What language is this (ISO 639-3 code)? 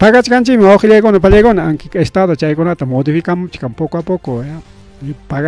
quy